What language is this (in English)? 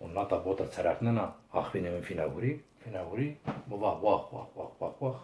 Zaza